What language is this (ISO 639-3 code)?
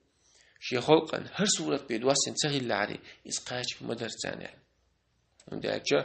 che